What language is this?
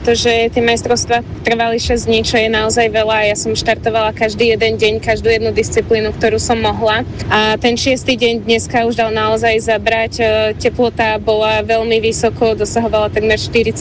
Slovak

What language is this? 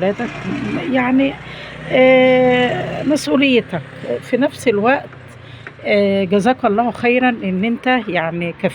Egyptian Arabic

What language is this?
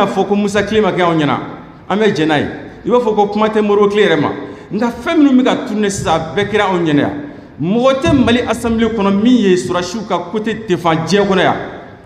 Bambara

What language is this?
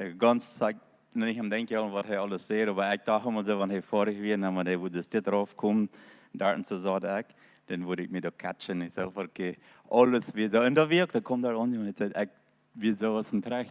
Plautdietsch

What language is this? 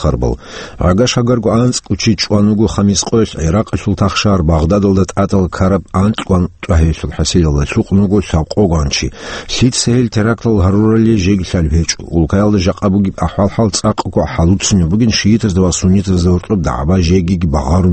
Avaric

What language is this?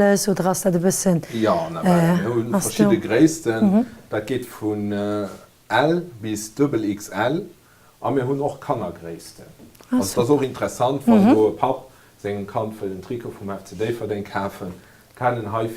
Luxembourgish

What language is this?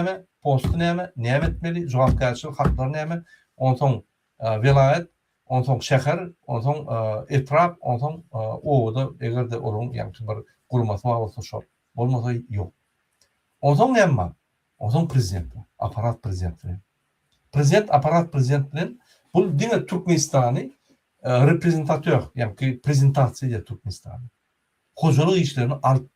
Turkmen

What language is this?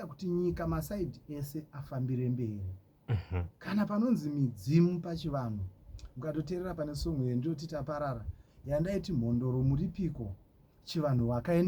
Shona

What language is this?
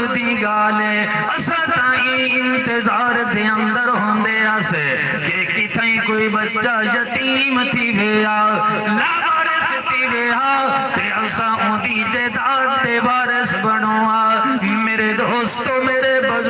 Saraiki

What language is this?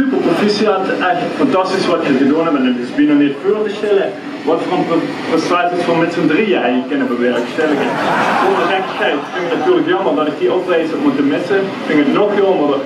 Limburgish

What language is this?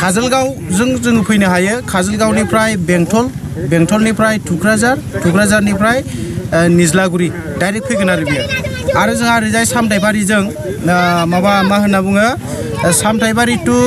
Bodo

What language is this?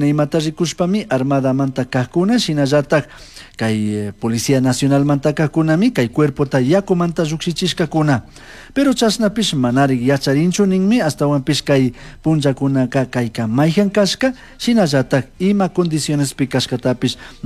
Chimborazo Highland Quichua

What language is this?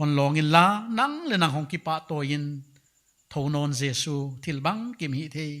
Paite Chin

